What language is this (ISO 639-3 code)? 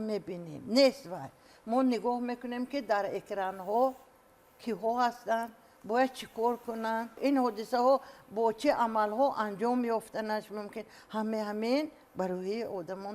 tgk